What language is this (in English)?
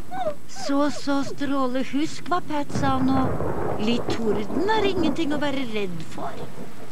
Norwegian